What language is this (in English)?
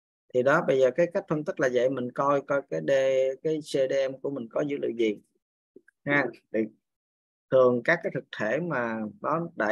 Vietnamese